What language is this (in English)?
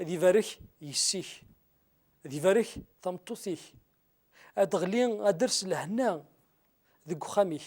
Kabyle